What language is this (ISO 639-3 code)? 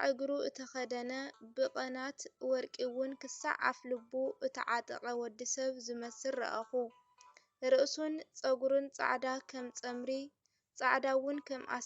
tir